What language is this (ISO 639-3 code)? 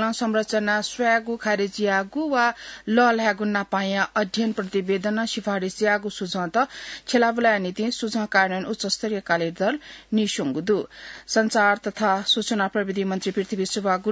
new